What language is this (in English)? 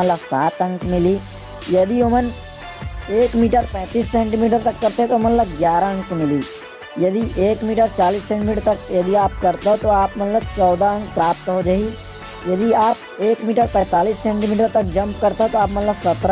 Chhattisgarhi